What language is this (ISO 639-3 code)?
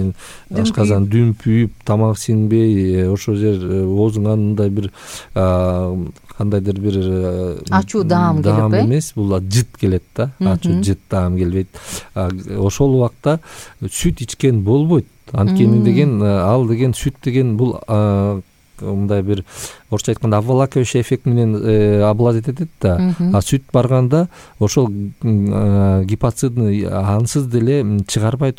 kir